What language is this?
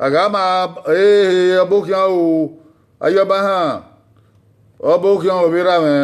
Bini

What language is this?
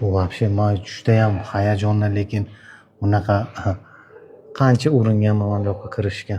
Uzbek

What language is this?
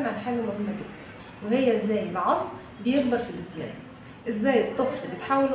Egyptian Arabic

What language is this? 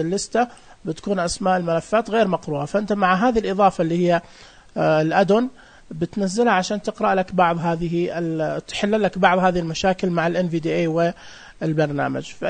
Najdi Arabic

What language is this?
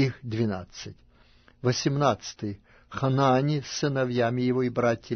Russian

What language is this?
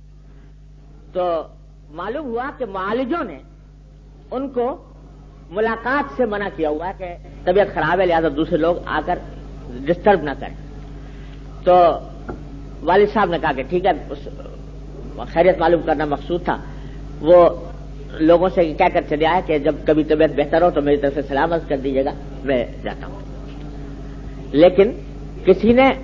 Urdu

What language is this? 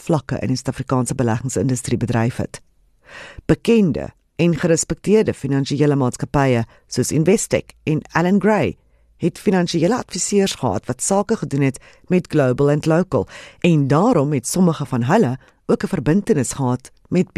Afrikaans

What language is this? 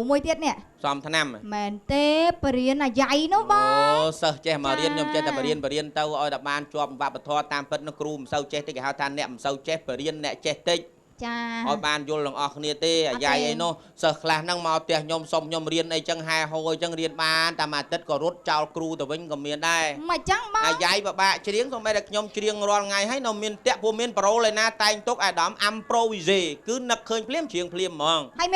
Khmer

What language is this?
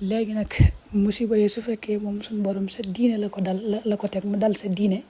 Wolof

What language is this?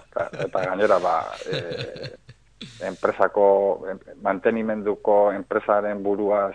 Basque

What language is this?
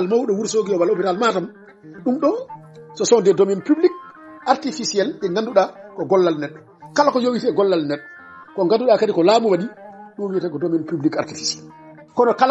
Fula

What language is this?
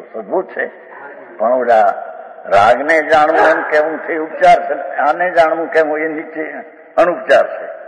Gujarati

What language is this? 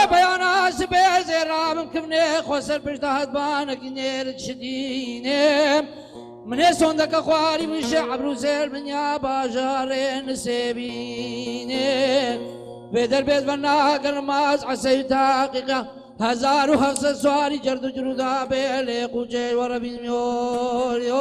Kurdish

